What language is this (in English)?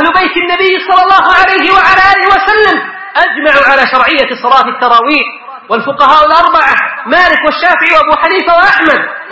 Arabic